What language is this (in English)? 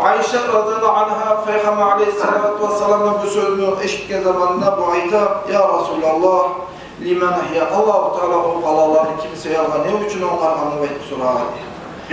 Kumyk